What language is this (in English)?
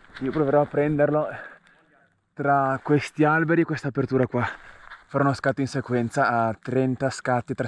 Italian